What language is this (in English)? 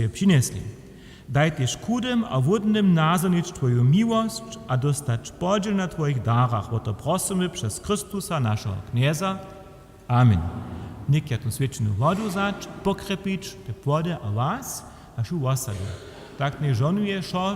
Upper Sorbian